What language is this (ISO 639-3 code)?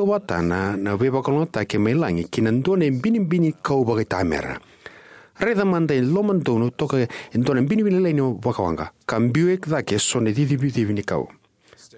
fij